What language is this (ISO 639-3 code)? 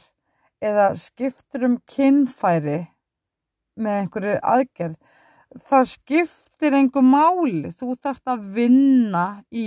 isl